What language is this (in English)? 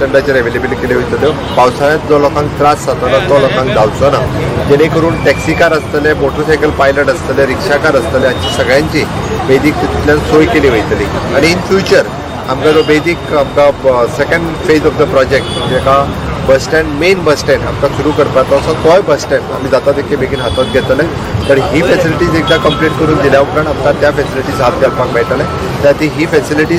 Konkani